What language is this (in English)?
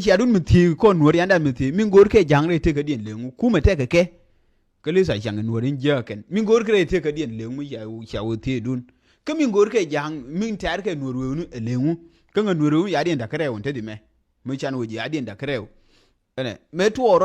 Nuer